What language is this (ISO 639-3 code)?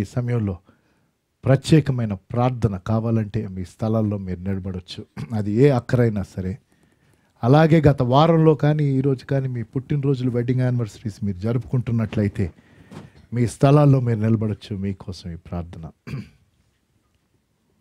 tel